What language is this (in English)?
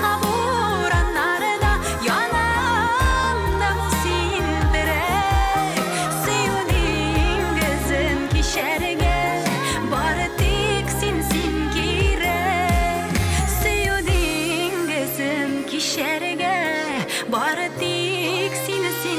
Bashkir